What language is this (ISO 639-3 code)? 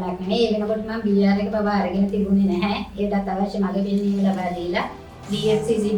sin